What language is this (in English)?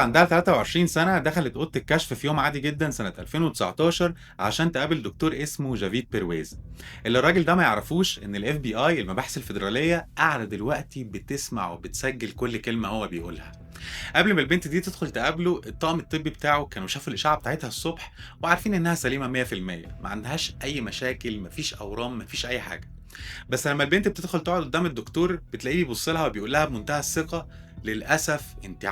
Egyptian Arabic